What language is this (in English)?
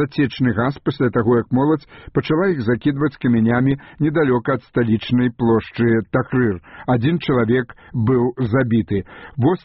Belarusian